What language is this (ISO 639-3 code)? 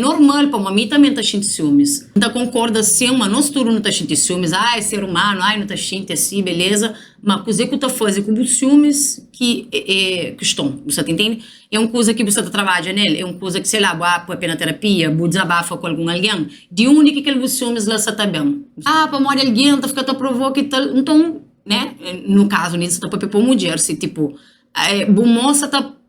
kea